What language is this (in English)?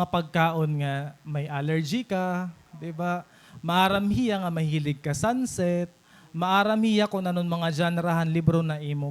Waray